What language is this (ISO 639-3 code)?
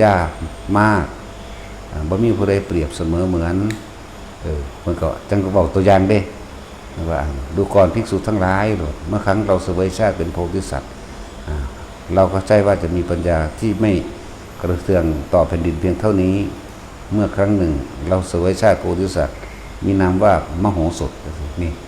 tts